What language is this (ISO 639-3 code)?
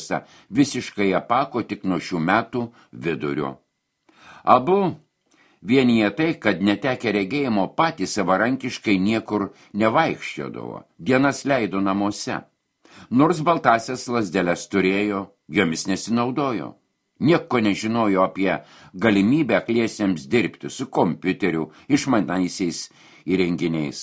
lit